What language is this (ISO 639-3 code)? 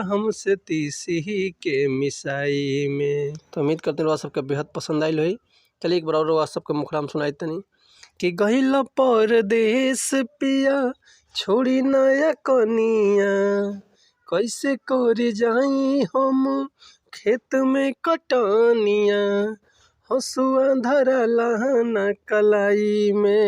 bho